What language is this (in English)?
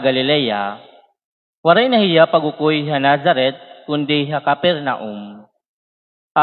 Waray